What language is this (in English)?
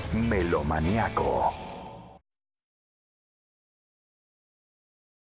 Spanish